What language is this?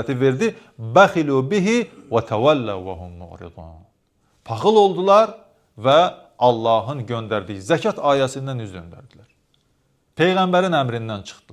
Azerbaijani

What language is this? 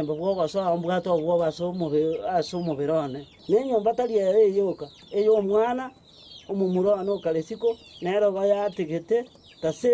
Gusii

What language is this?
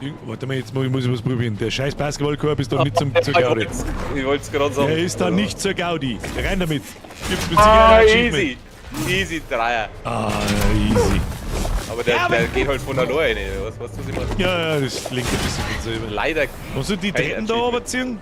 Bavarian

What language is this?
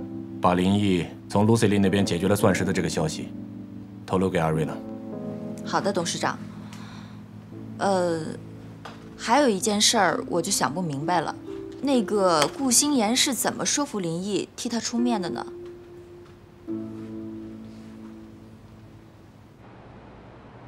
Chinese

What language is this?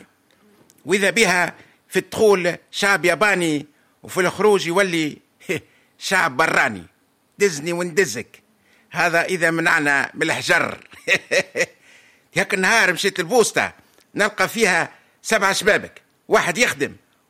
Tunisian Arabic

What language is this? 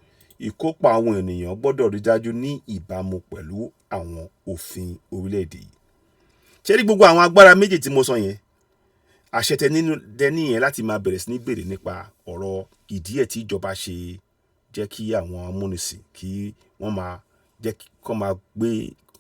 Yoruba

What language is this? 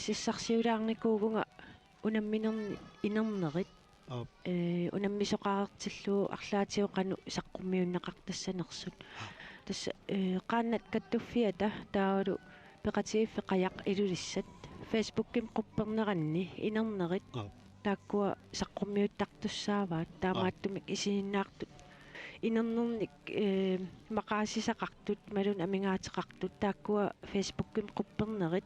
Kalaallisut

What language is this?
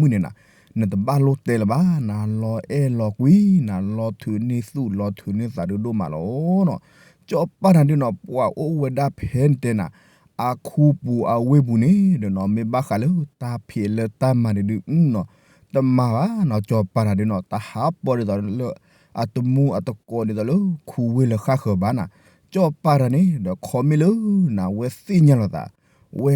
S'gaw Karen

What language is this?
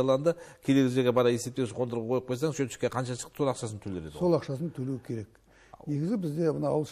Kazakh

